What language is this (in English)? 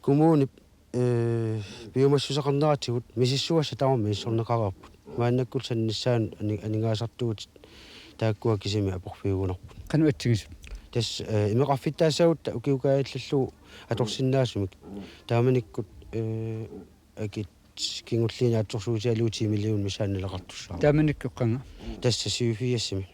Kalaallisut